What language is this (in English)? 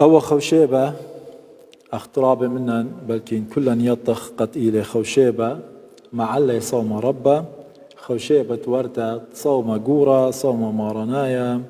Assyrian Neo-Aramaic